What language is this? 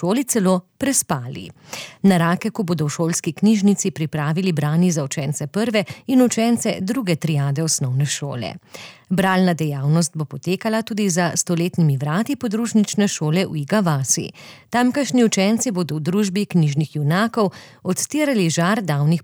Slovenian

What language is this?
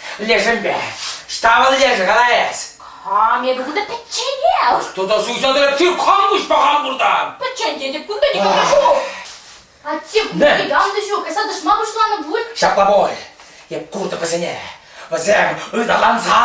Chuvash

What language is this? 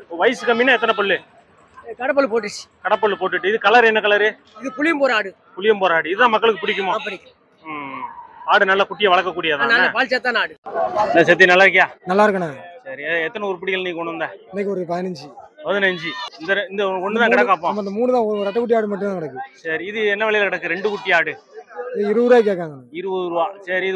Tamil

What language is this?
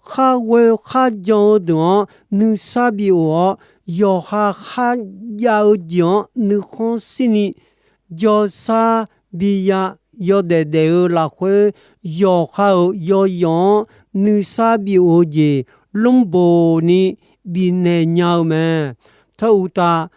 Akha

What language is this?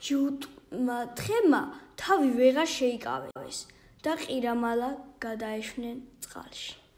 Georgian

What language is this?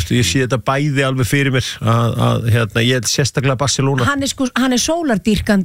Icelandic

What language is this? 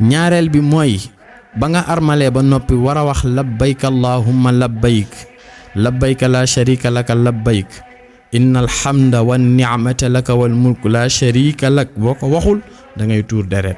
Wolof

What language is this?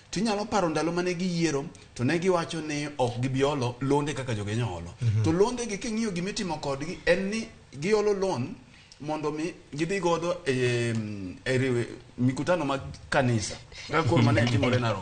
Luo (Kenya and Tanzania)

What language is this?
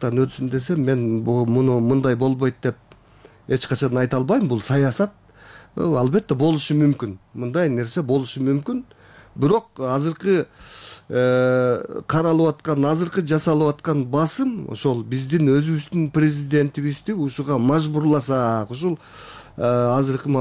Kyrgyz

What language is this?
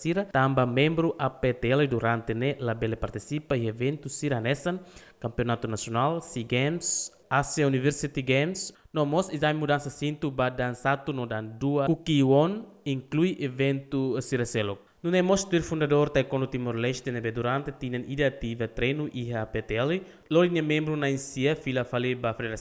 Tetum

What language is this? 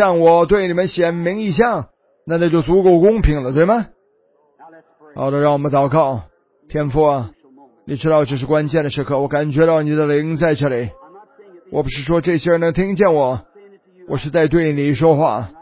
Chinese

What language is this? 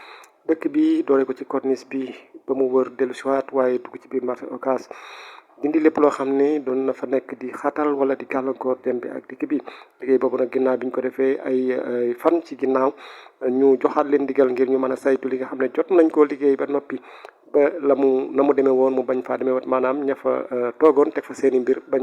Wolof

